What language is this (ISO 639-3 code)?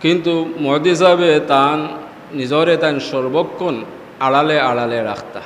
syl